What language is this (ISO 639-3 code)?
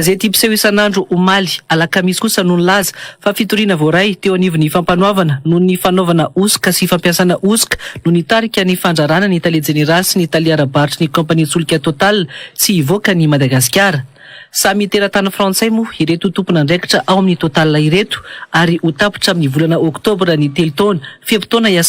mlg